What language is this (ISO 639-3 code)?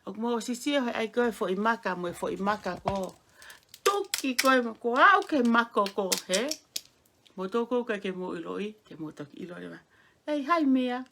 ton